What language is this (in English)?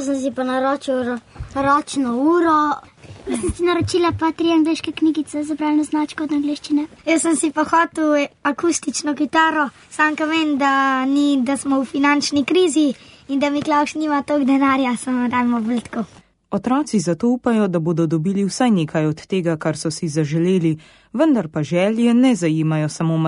Slovenian